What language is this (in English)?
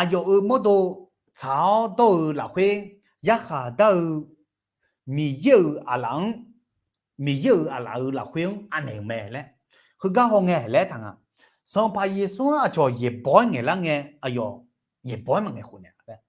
Akha